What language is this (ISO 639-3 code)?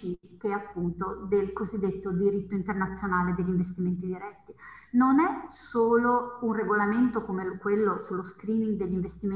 ita